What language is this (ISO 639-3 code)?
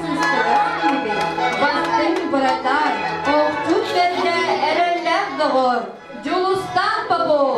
sah